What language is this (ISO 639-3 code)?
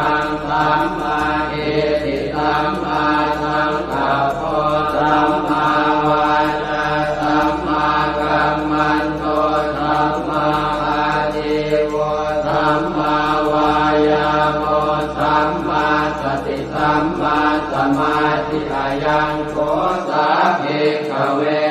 pli